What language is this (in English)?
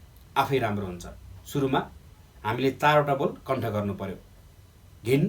Nepali